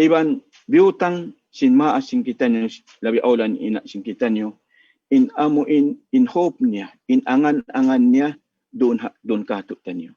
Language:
Tausug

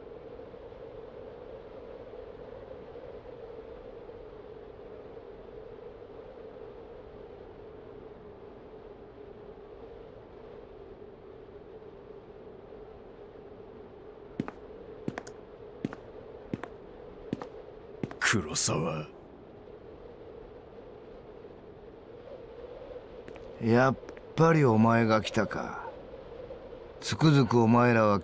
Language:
Japanese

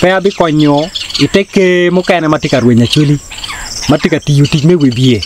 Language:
Acoli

